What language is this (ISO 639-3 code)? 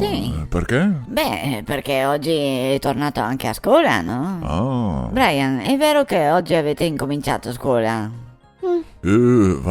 vec